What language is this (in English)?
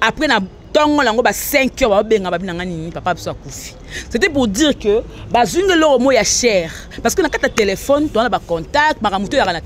Lingala